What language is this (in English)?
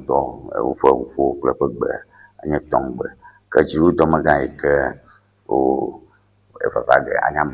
Ewe